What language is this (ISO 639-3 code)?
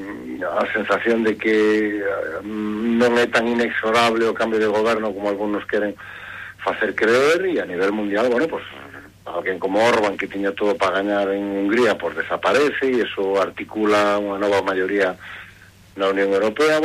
glg